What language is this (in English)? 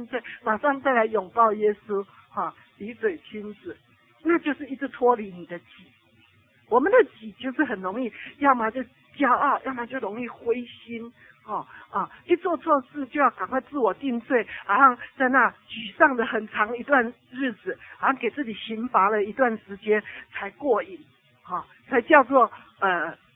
Chinese